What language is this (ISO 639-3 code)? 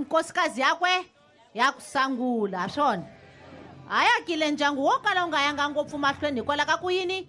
tso